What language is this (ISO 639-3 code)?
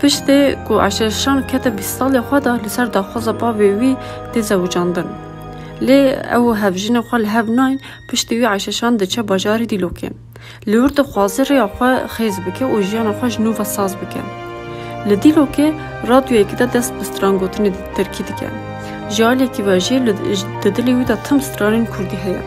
kur